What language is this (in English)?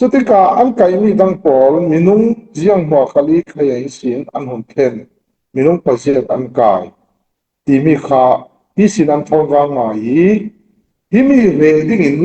Falam Chin